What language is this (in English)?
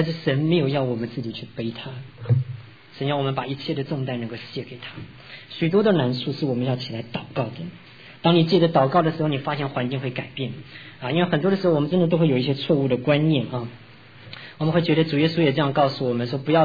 Chinese